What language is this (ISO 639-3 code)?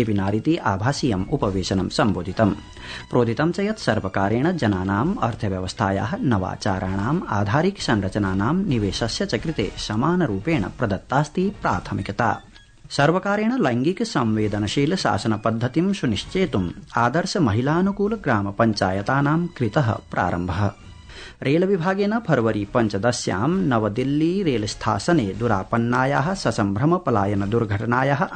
san